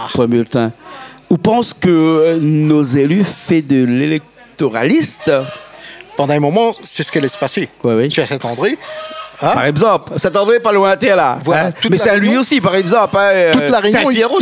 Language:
Réunion Creole French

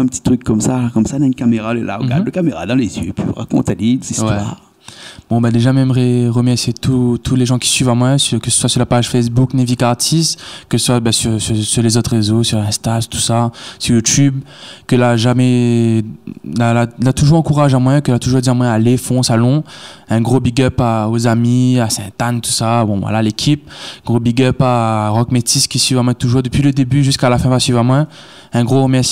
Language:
Réunion Creole French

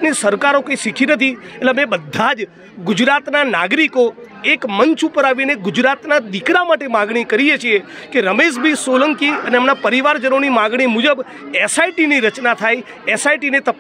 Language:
Gujarati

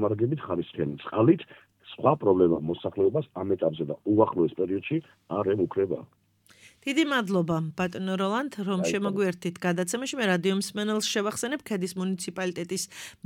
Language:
Georgian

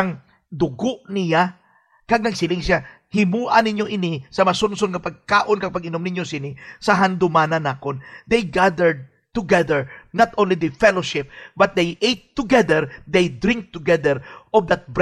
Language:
Hiligaynon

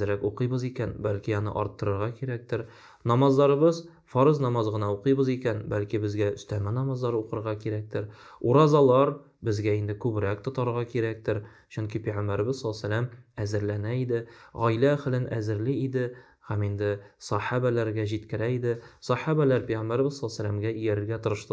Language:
Tatar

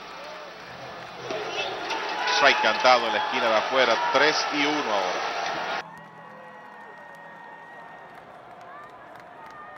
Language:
Spanish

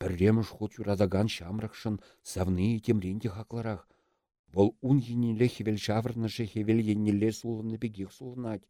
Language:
Chuvash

